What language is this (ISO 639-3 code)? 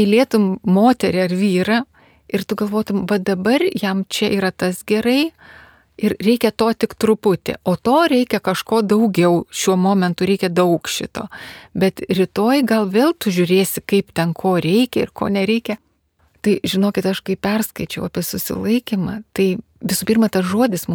lit